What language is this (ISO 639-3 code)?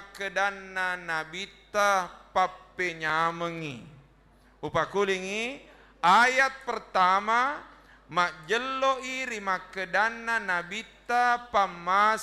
bug